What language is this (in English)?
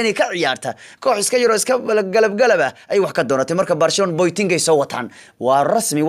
Somali